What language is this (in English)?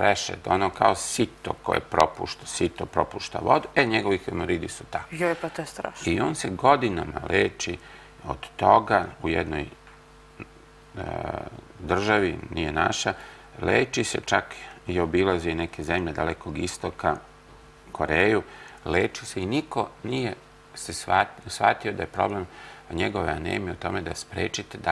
Serbian